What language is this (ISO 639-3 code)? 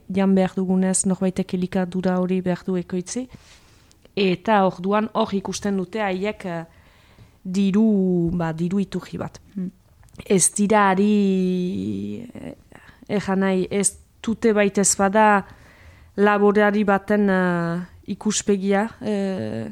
eus